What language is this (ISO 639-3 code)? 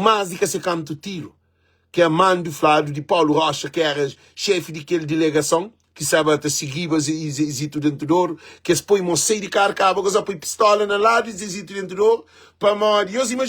kea